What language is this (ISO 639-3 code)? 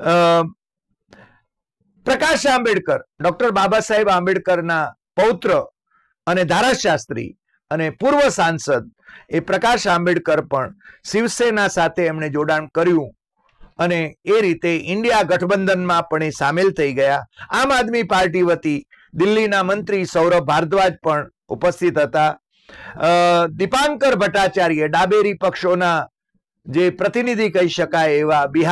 guj